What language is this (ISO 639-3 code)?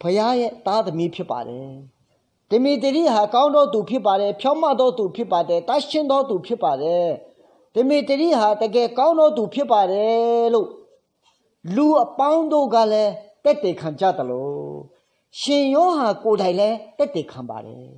ahk